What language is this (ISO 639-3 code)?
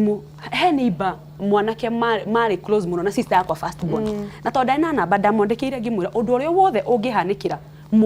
kik